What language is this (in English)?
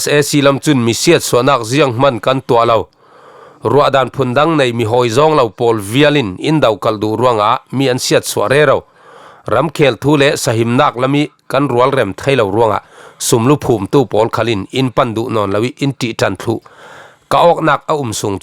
Falam Chin